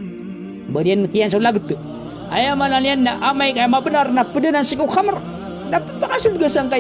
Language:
Maranao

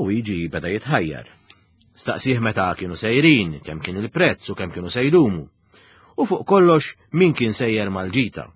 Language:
Maltese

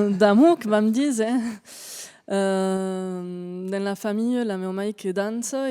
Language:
Occitan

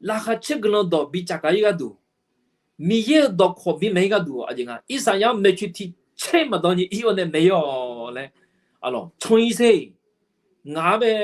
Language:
Akha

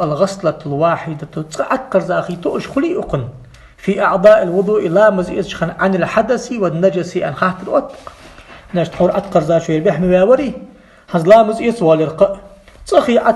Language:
Ingush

